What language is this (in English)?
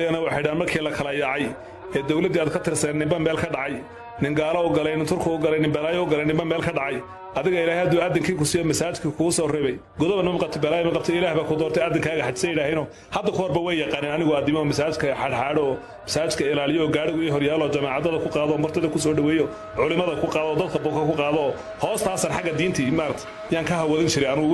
Somali